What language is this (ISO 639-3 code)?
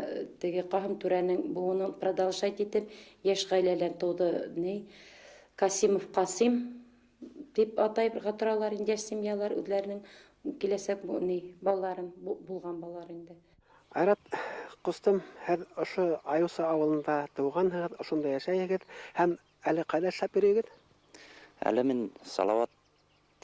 bak